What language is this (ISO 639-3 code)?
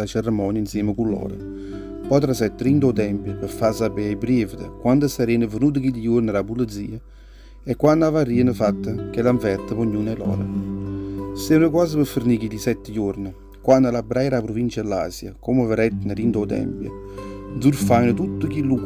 nap